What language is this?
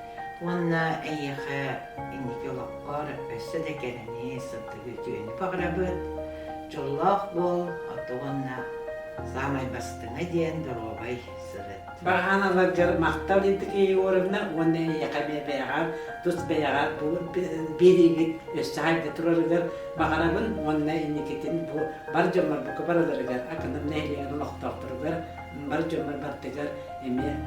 Yakut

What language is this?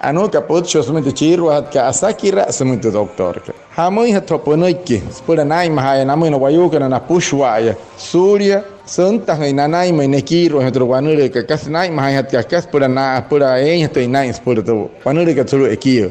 Wayuu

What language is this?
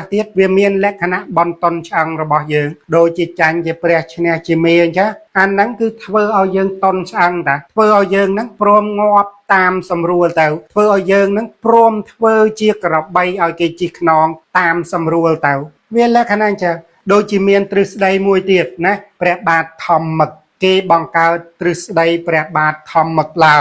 Khmer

